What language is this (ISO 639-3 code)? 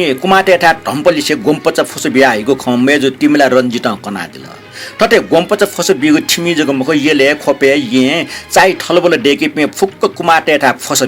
new